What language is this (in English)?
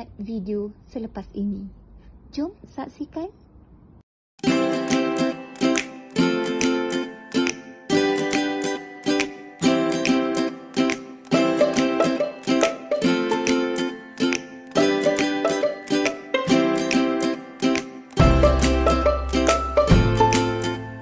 Malay